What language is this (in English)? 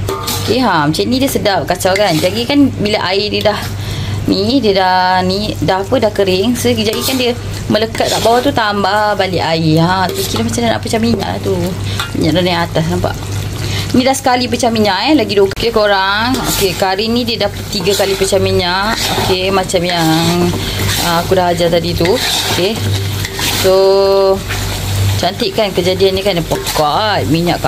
Malay